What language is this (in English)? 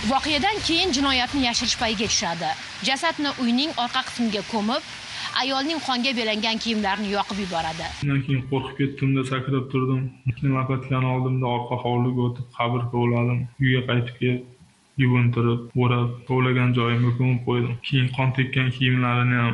Uzbek